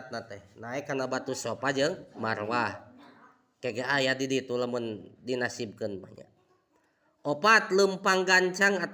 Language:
Sundanese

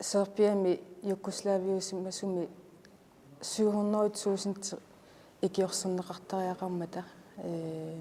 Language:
Kalaallisut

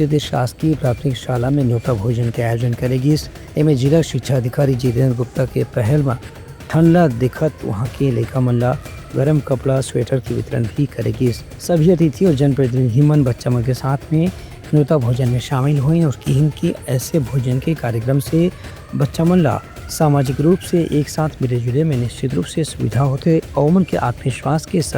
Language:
Chhattisgarhi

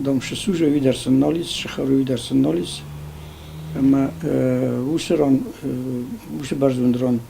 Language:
Ossetic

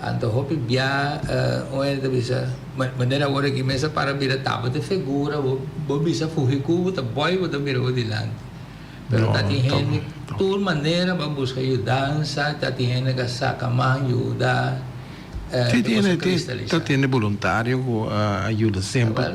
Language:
Papiamento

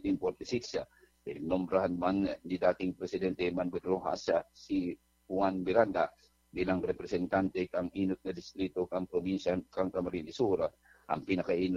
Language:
Bikol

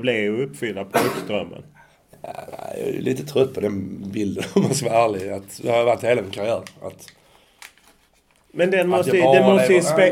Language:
Swedish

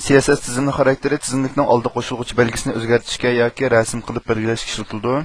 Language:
Uyghur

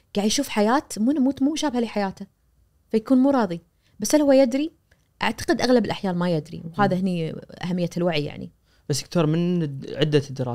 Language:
Najdi Arabic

